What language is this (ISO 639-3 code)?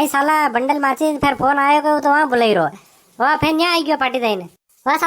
raj